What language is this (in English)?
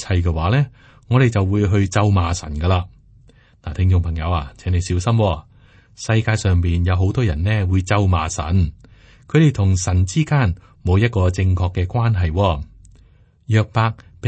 Cantonese